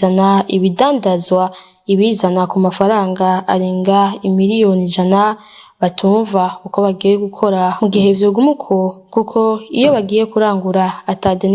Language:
Rundi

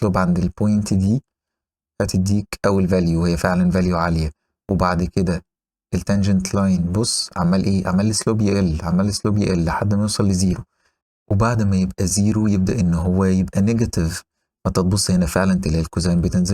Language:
Egyptian Arabic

